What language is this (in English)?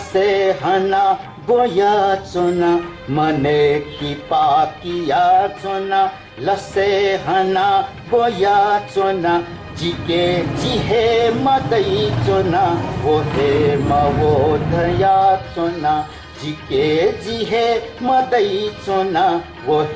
Newari